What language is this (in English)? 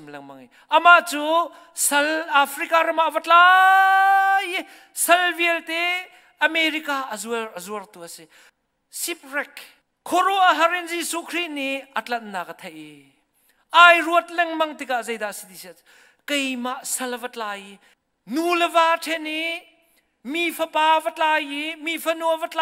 Hakha Chin